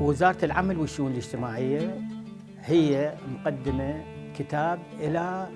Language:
Mesopotamian Arabic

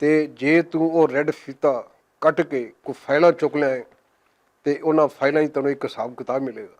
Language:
Western Panjabi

